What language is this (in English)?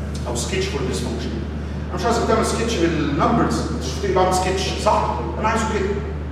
Egyptian Arabic